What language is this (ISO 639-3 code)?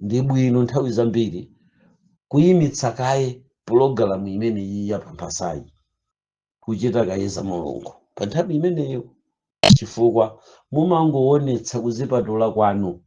nya